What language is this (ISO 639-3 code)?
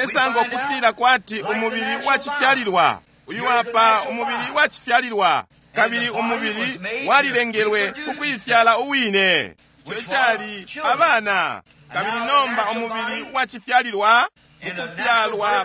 bem